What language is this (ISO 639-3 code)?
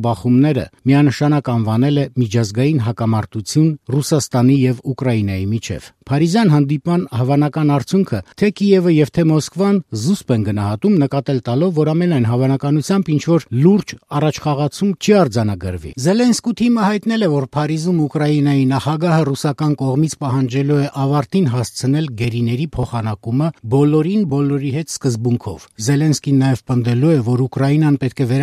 hye